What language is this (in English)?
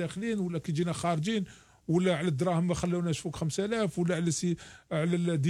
Algerian Arabic